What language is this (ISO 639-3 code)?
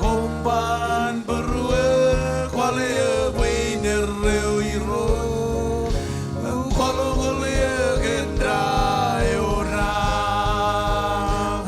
mah